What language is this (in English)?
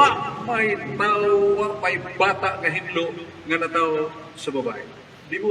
Cebuano